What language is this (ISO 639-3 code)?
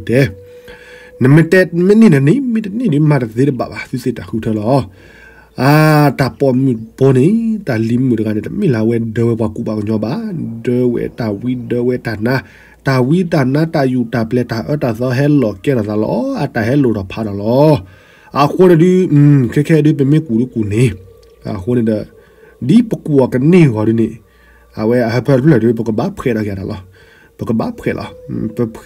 ksw